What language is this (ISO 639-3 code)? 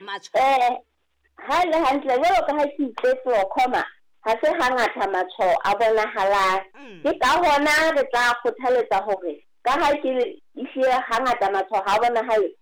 sot